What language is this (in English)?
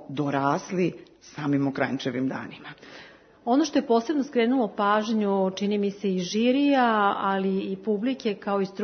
Serbian